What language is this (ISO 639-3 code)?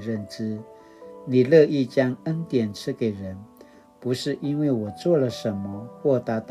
pwn